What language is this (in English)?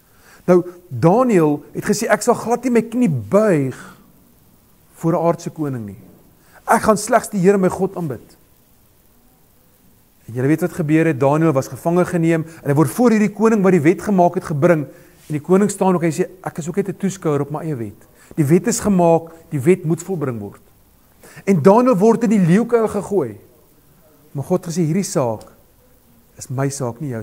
Afrikaans